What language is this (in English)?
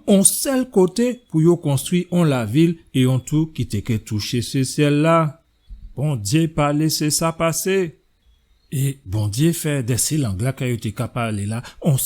Guadeloupean Creole French